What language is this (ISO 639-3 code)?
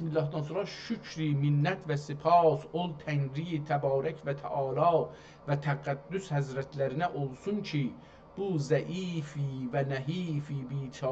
azb